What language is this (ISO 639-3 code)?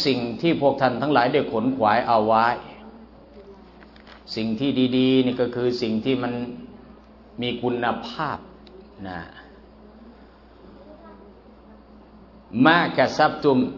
tha